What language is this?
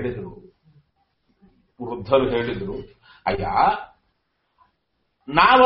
Kannada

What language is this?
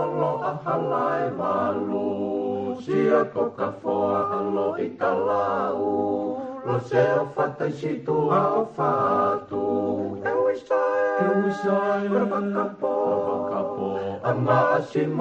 Tongan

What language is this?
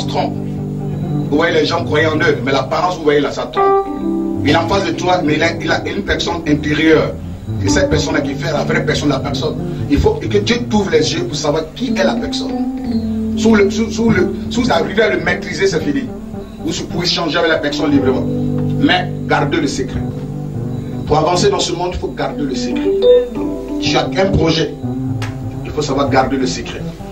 French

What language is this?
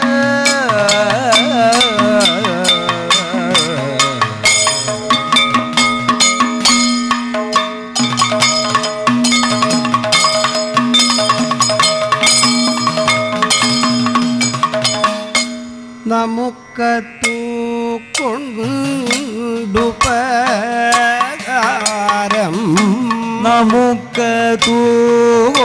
Malayalam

